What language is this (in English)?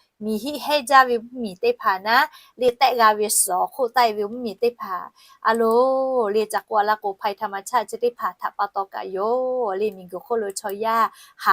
Lahu